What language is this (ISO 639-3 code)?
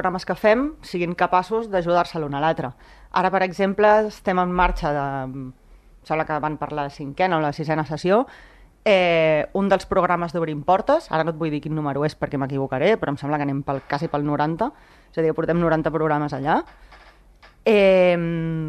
cat